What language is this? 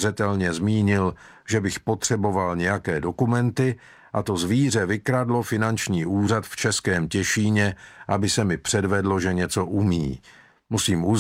Czech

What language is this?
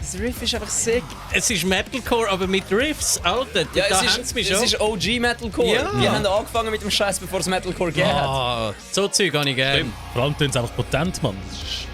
Swiss German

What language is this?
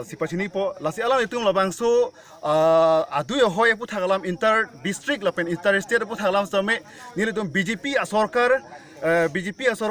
Karbi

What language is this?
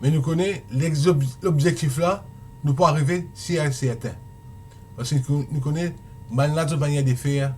Morisyen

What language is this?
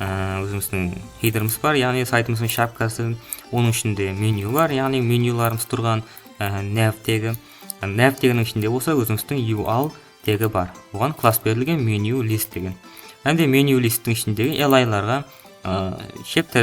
Kara-Kalpak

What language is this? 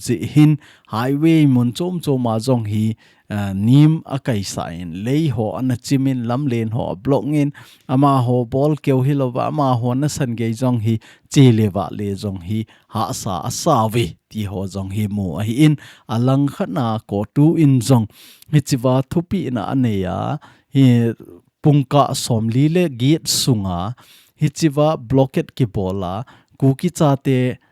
Thado Chin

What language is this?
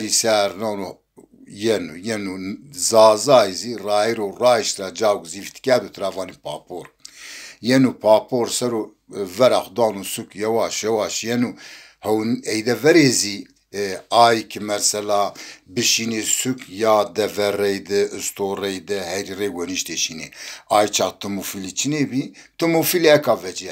Zaza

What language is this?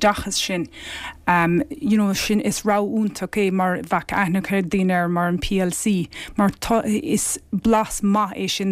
Irish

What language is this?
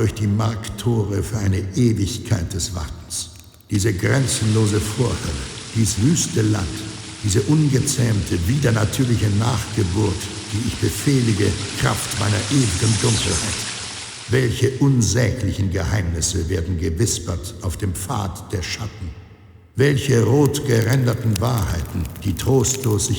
Bavarian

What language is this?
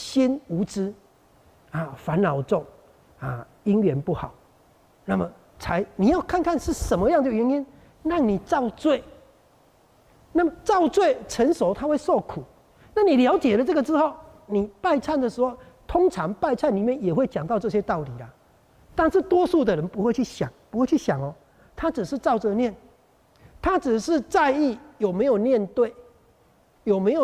Chinese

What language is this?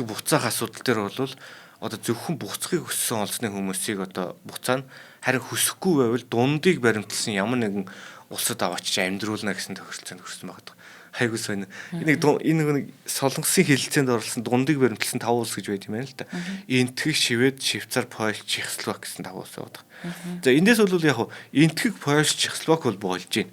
Mongolian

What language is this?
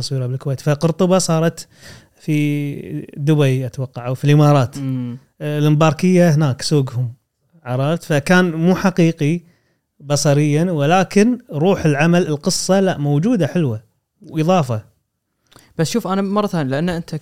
Gulf Arabic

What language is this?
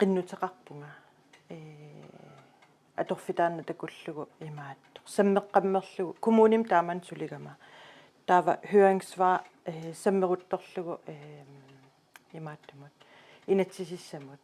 Kalaallisut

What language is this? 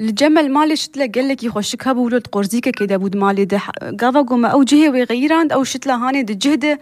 Kurdish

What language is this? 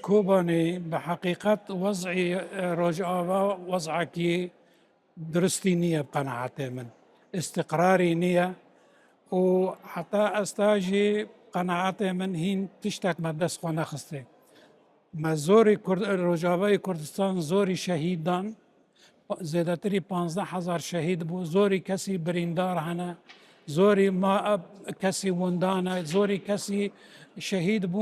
Kurdish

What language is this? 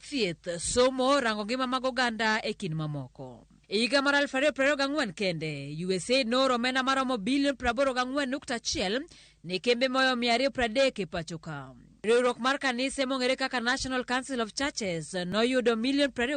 Luo (Kenya and Tanzania)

